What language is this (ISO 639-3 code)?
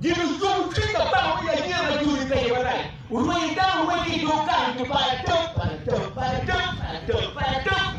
ach